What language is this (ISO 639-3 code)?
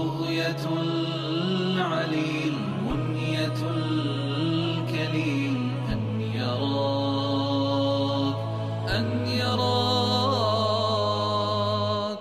krc